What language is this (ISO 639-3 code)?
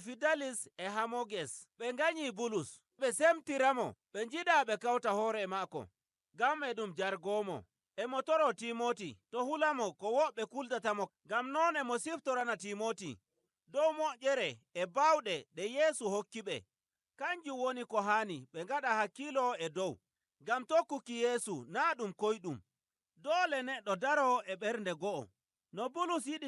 fuv